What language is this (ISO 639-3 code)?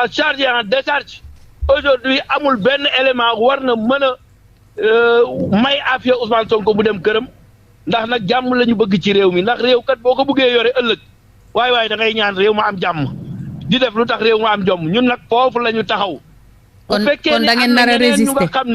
wol